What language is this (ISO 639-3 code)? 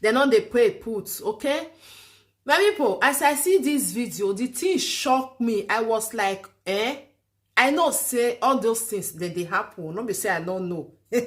pcm